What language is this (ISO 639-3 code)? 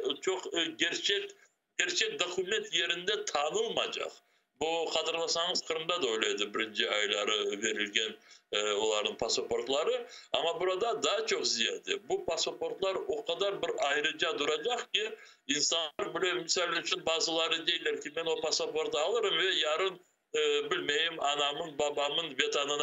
crh